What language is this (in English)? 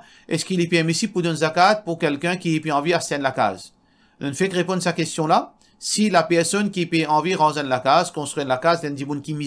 Morisyen